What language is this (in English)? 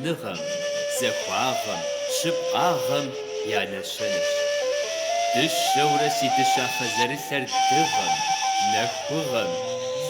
Kabardian